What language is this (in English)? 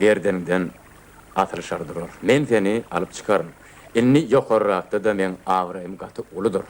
Turkmen